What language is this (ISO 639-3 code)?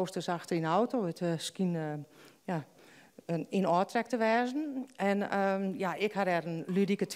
fry